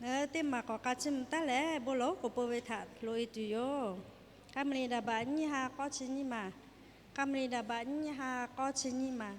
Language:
Lahu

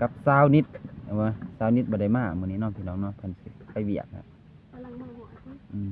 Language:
Lao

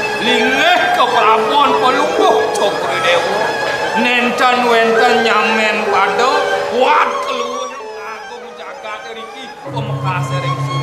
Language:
Balinese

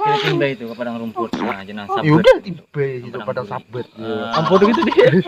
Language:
Banjar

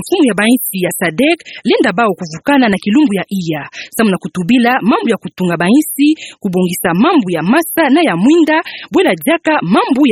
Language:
Kituba (Democratic Republic of Congo)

